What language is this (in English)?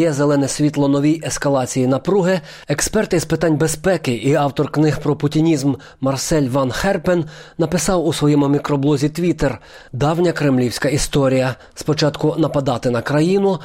Ukrainian